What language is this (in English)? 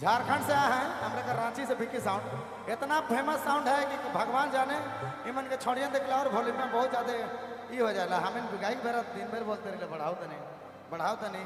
Sadri